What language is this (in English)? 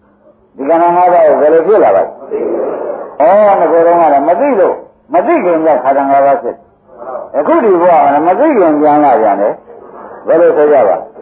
Burmese